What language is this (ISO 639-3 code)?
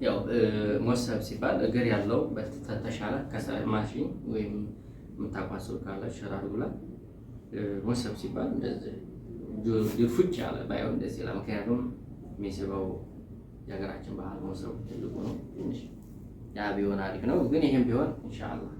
amh